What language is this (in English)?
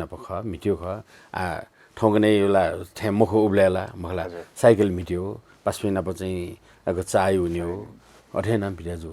Newari